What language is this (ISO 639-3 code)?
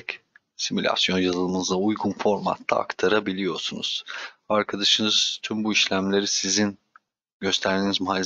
tur